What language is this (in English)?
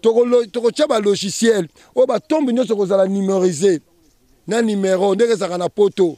Lingala